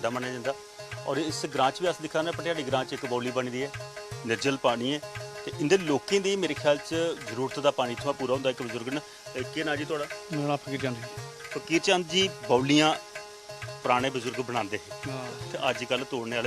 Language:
Dogri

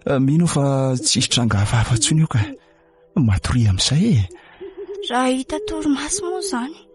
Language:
Malagasy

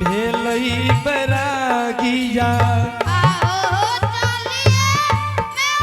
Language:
Angika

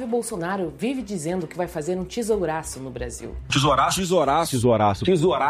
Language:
Portuguese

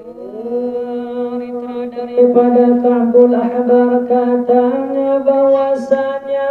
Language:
Sasak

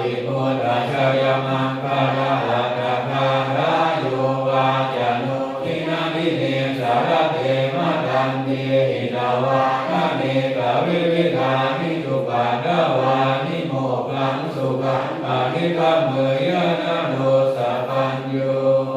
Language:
Pali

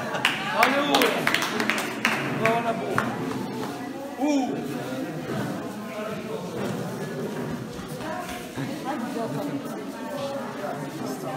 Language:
Bulgarian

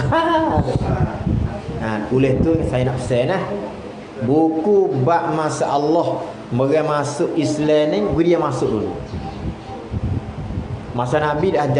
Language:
Malay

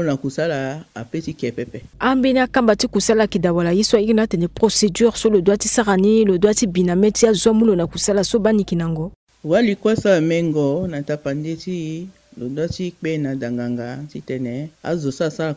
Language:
Sango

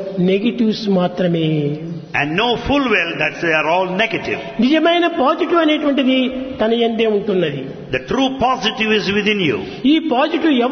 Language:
Telugu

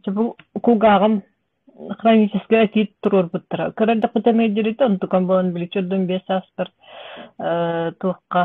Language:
Yakut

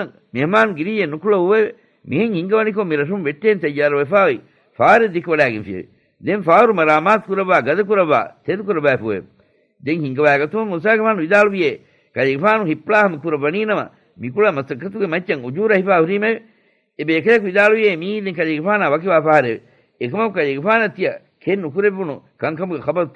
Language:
Divehi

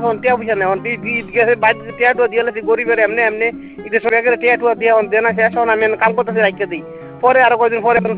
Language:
Bangla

